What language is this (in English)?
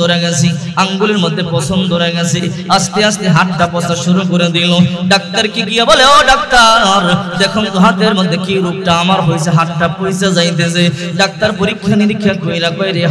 Bangla